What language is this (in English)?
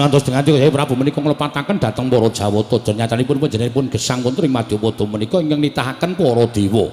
Javanese